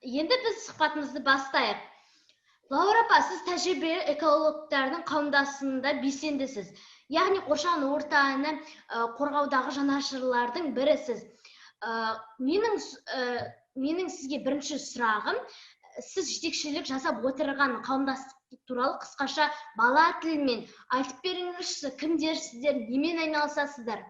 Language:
Kazakh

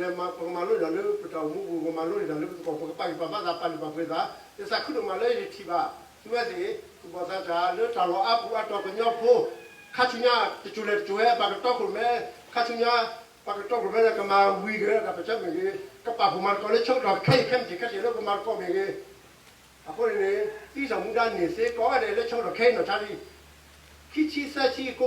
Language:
S'gaw Karen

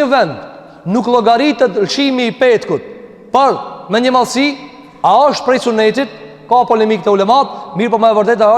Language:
Albanian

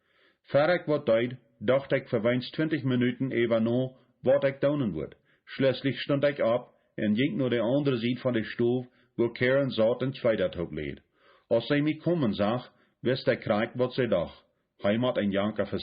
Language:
Plautdietsch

